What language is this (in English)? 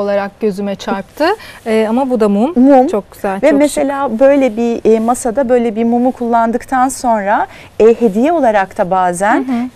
Turkish